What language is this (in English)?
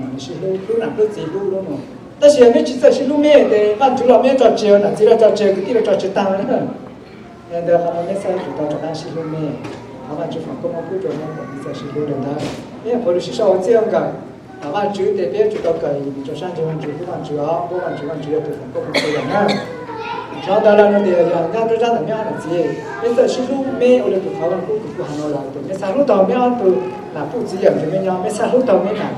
Hmong